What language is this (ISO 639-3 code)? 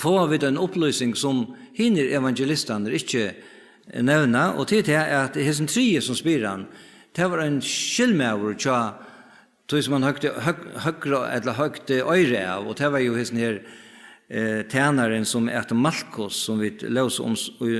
fao